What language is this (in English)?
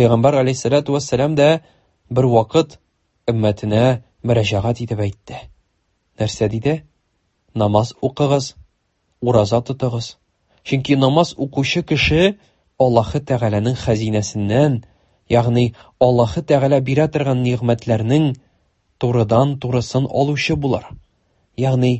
Tatar